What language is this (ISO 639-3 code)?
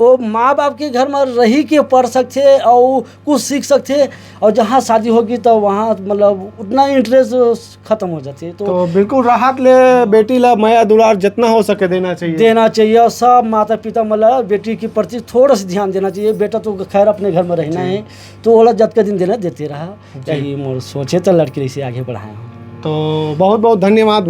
hne